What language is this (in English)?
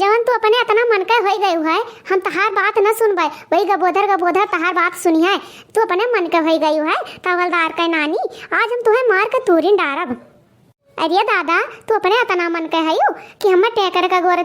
Awadhi